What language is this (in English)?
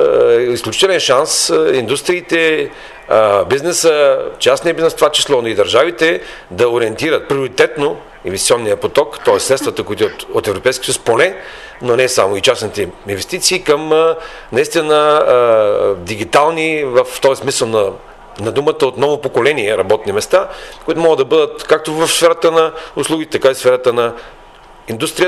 Bulgarian